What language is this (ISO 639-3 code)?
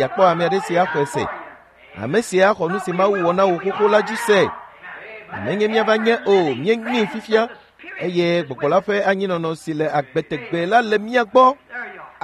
ewe